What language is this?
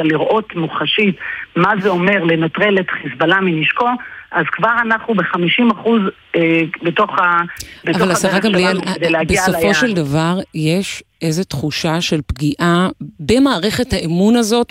Hebrew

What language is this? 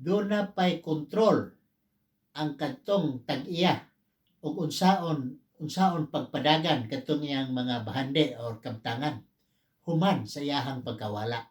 Cebuano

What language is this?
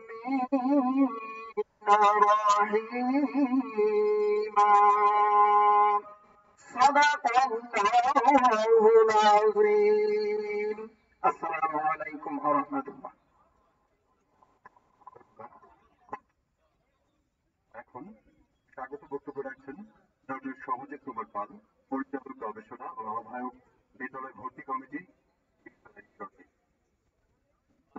Bangla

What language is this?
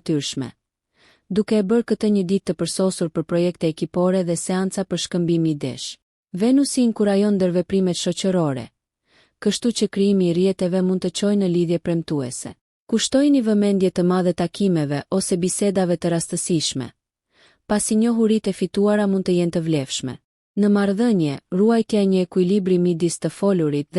Albanian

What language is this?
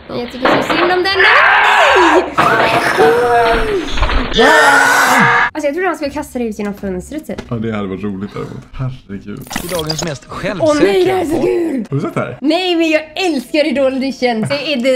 Swedish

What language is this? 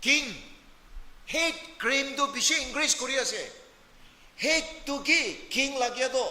Naga Pidgin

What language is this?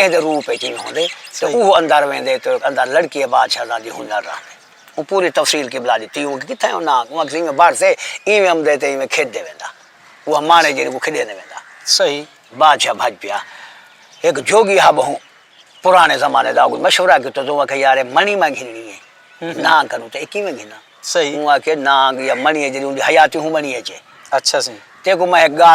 Saraiki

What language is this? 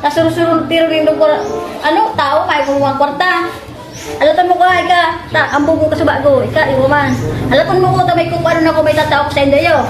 Bikol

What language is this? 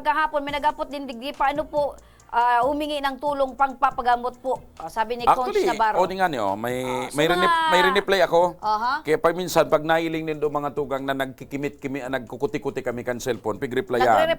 Bikol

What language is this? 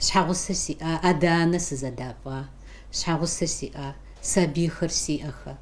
Kabardian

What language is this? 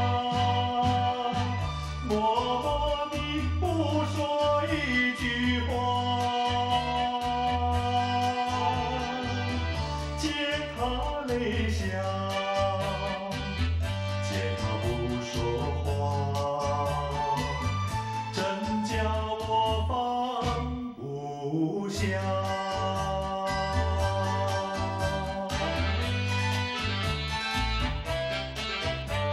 Chinese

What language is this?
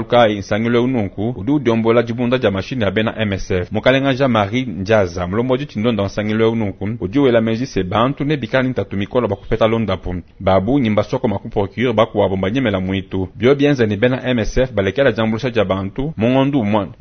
Luba-Lulua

